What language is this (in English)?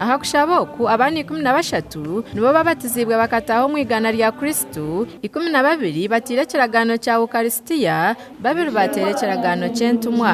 Nyankole